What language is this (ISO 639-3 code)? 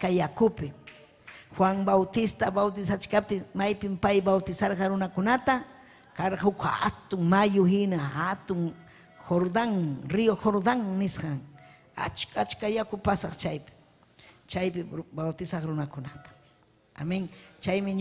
quy